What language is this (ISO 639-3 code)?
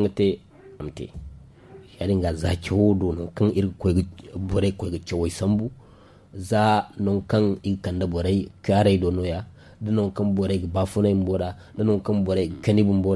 dje